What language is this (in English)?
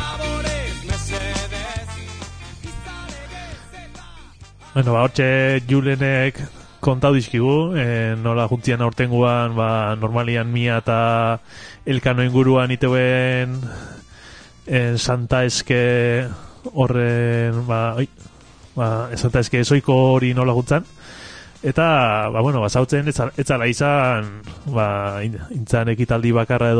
Basque